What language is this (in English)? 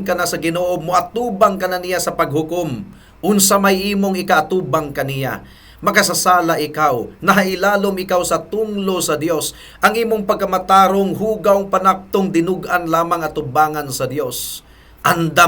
Cebuano